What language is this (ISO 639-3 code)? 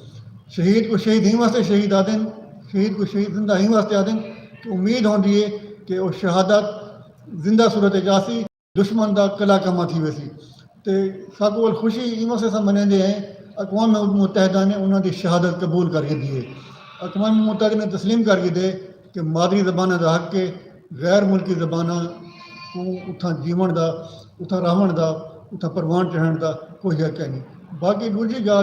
skr